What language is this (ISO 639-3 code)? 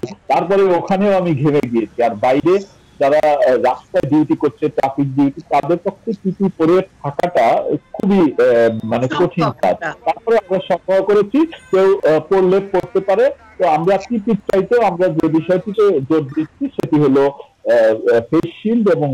ben